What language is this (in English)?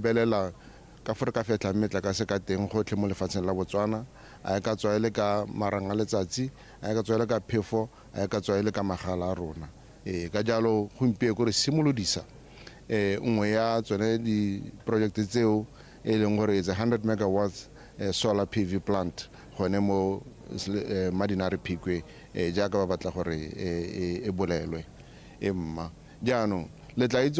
Tswana